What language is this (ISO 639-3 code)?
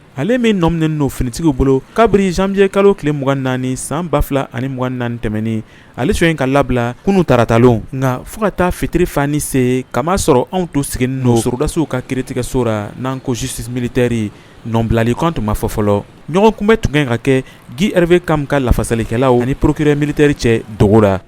bam